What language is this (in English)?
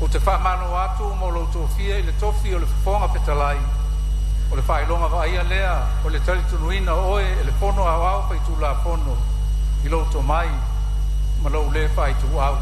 Samoan